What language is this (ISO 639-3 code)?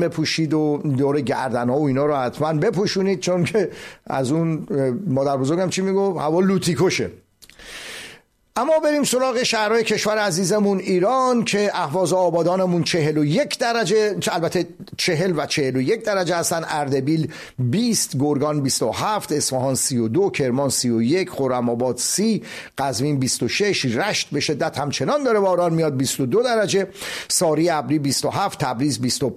fas